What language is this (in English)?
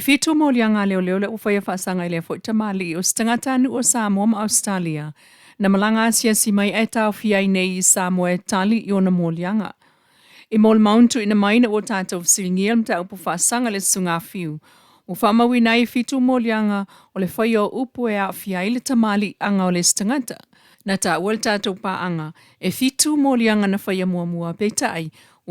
Samoan